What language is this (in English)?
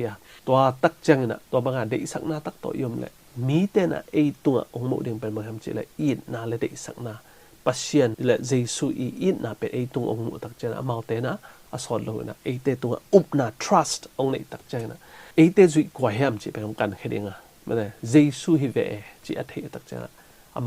Tedim Chin